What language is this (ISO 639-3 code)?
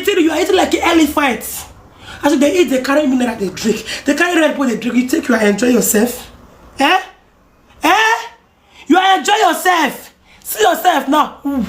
pcm